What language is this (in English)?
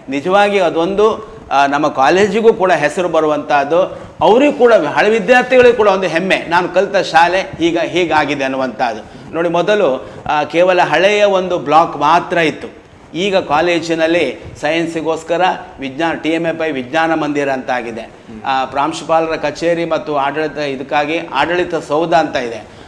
Kannada